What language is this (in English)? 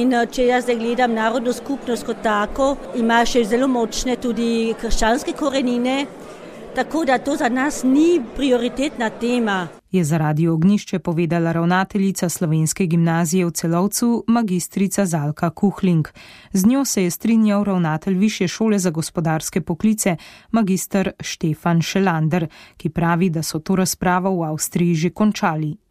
Slovenian